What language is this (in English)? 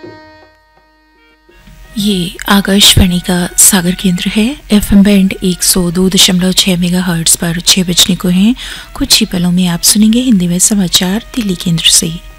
Hindi